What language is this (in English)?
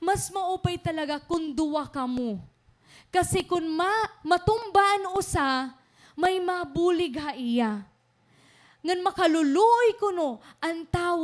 Waray